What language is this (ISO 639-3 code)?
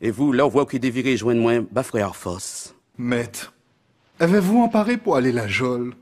gcf